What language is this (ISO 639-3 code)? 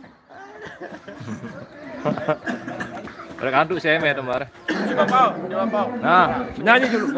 sas